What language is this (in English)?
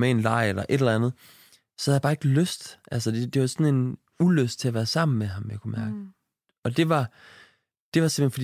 Danish